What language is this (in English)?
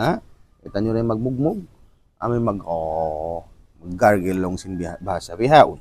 Tausug